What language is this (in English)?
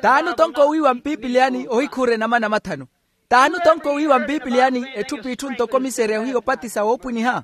Makhuwa